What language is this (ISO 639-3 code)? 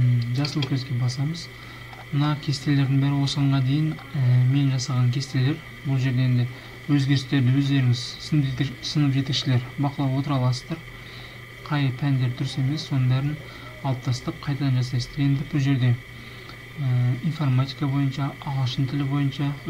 kaz